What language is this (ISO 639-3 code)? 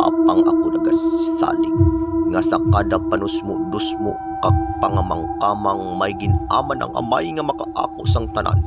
hil